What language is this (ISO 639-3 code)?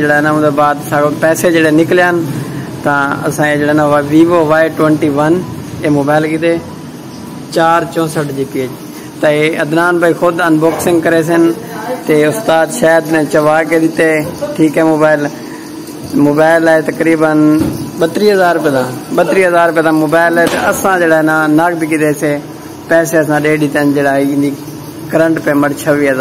skr